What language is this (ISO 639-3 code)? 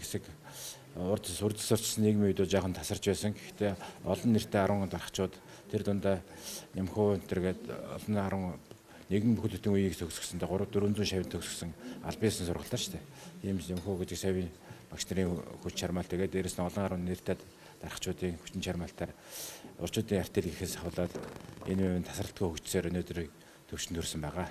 mon